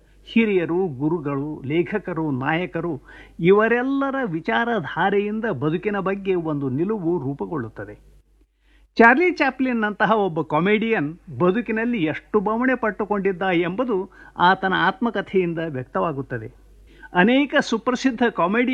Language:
Kannada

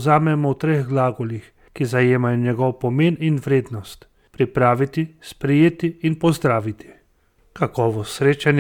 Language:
Slovenian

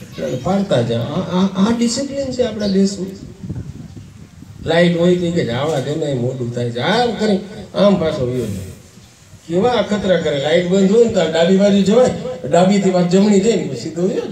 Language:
Gujarati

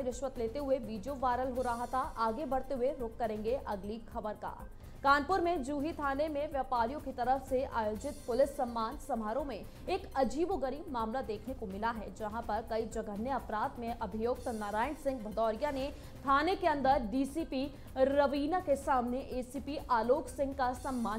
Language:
Hindi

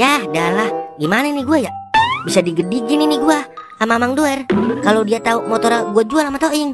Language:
Betawi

